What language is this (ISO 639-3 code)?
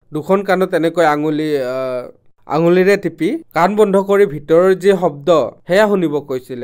asm